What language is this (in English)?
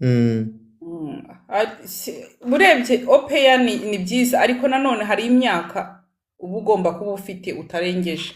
Kinyarwanda